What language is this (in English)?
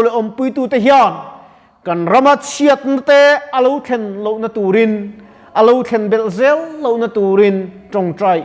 Mizo